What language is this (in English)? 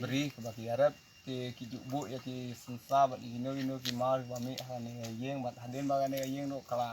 Khasi